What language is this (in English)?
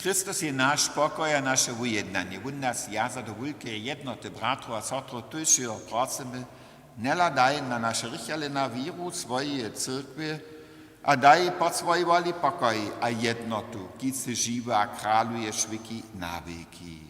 Upper Sorbian